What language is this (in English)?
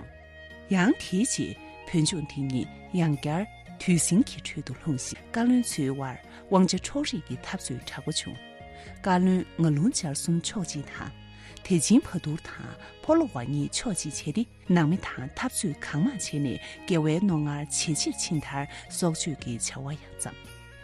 Tibetan